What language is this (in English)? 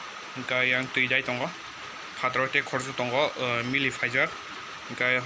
Kok Borok